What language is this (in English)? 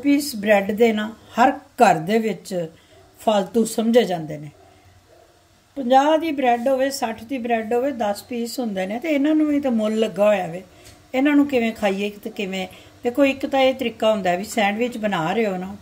Punjabi